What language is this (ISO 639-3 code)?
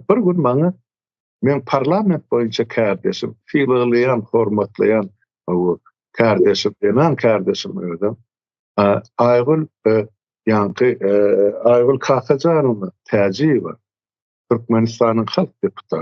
tuk